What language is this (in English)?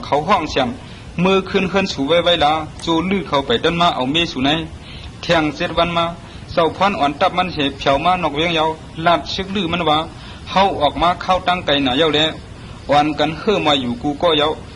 Shan